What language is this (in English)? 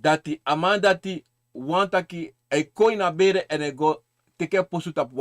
Sranan Tongo